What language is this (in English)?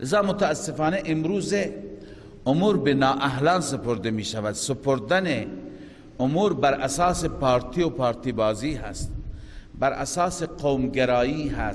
Persian